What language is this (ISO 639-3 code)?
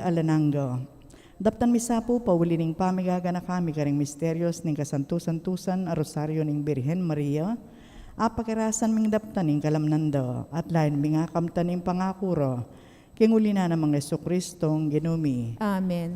pam